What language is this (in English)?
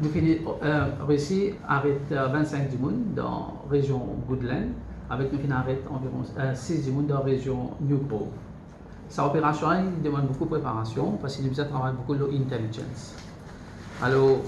Morisyen